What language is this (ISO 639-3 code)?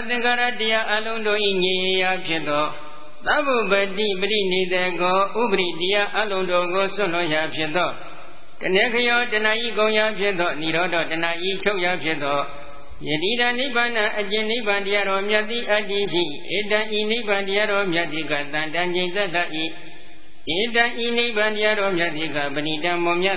mya